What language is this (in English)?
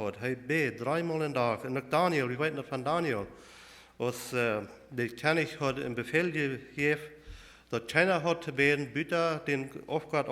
Plautdietsch